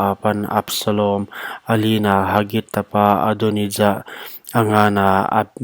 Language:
Paite Chin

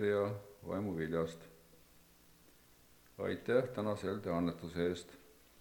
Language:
Estonian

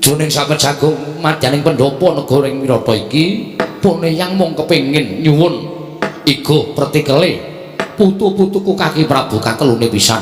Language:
Javanese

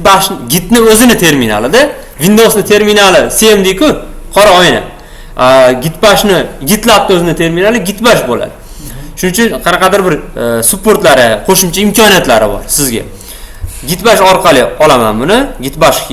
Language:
Uzbek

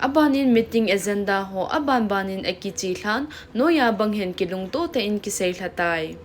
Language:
Thado Chin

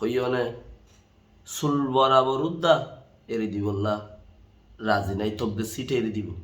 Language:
Rohingya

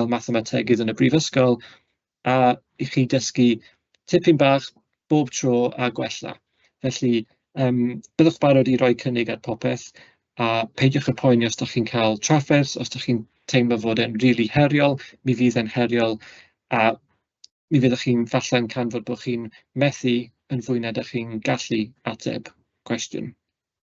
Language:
Welsh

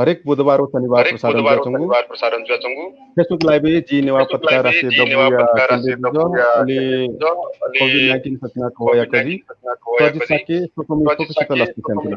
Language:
Newari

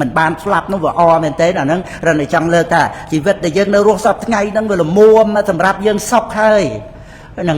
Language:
Khmer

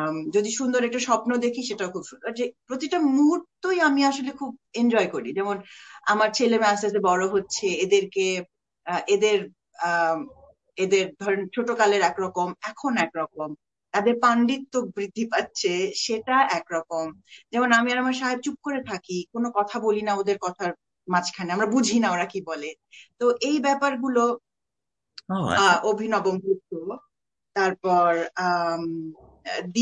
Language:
Bangla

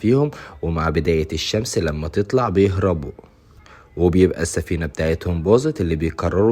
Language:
Egyptian Arabic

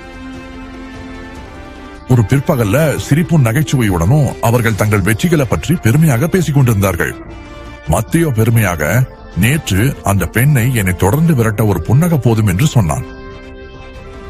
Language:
Tamil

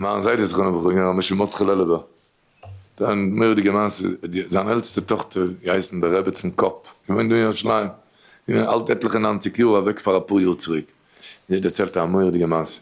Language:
Yiddish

